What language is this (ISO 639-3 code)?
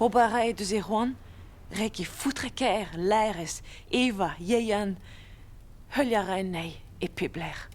bre